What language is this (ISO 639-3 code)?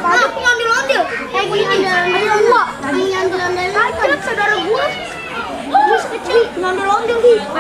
bew